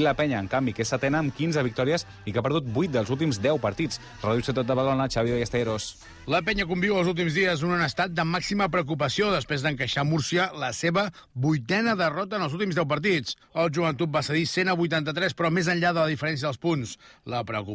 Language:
Catalan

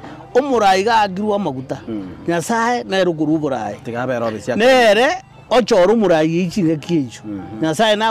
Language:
Gusii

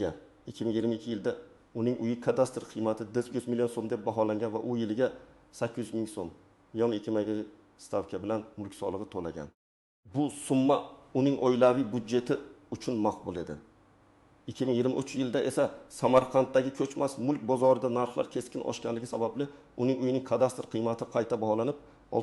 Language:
Uzbek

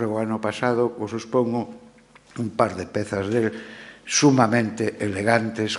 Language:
Galician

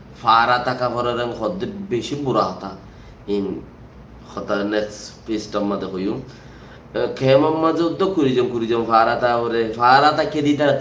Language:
Rohingya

